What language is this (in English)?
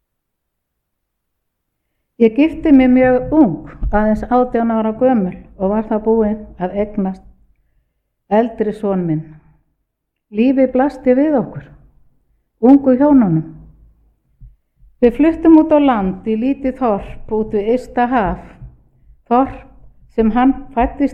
Icelandic